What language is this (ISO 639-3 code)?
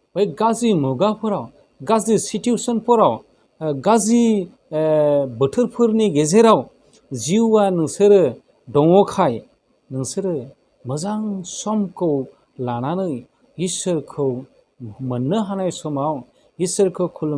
brx